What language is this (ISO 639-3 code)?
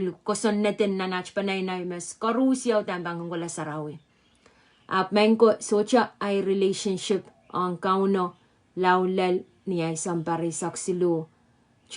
pon